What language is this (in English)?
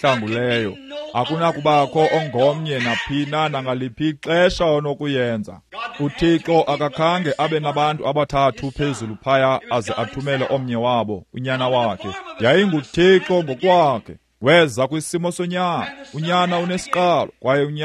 Xhosa